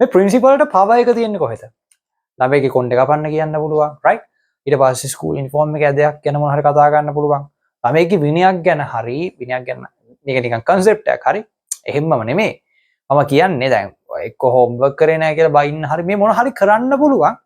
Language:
Sinhala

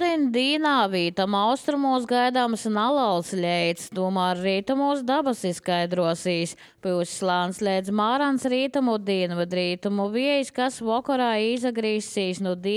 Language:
Latvian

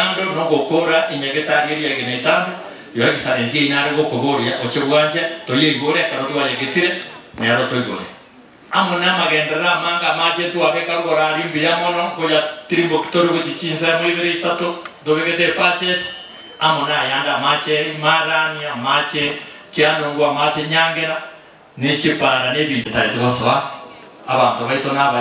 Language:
Gusii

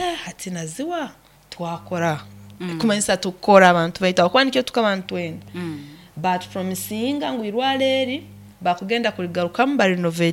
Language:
Nyoro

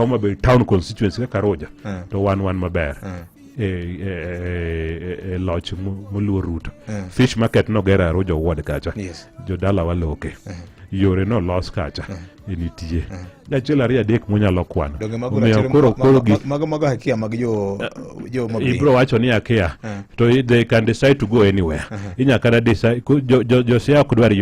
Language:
Luo (Kenya and Tanzania)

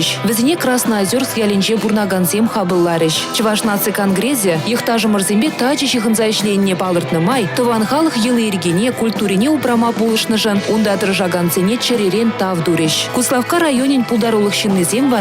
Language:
Chuvash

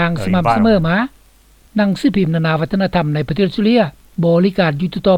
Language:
Lao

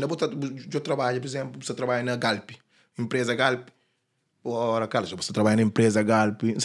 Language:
Kabuverdianu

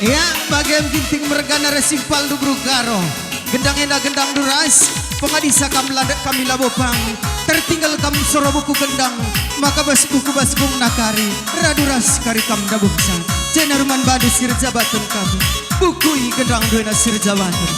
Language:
Batak Karo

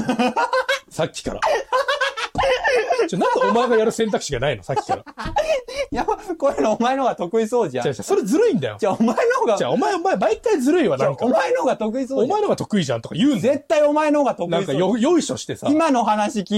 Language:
Japanese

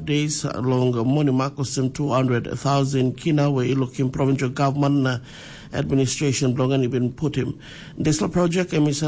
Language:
Tok Pisin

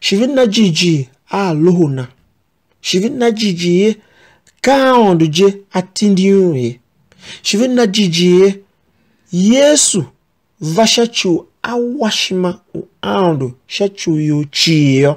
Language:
Tiv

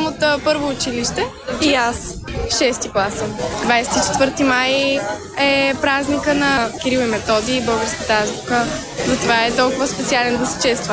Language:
Bulgarian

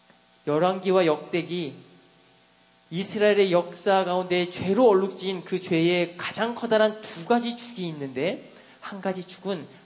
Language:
Korean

